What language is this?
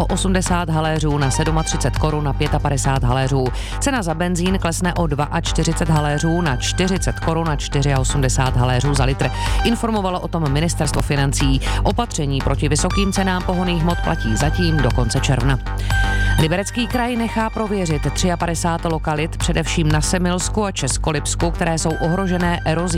Czech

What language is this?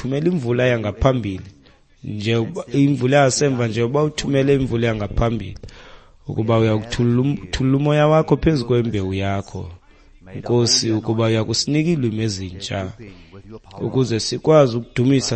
Xhosa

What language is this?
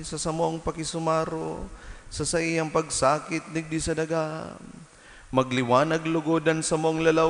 Bikol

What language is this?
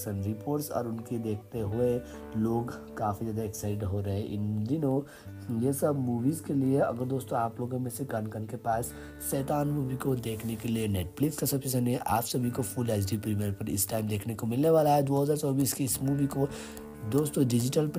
Hindi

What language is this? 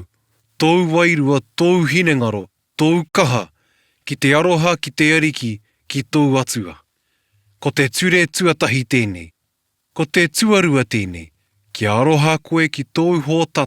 Māori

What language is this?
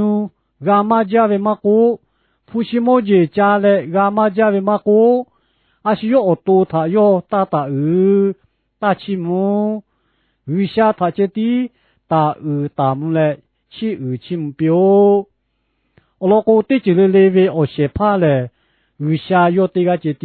Lahu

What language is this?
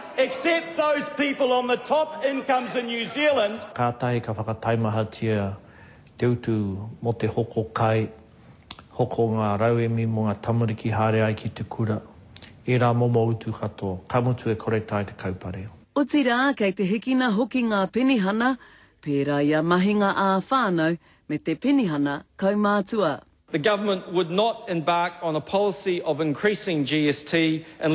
Māori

